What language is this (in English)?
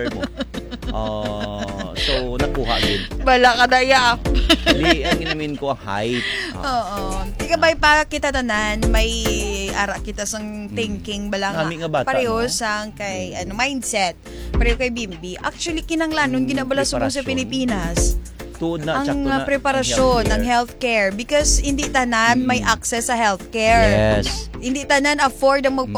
Hiligaynon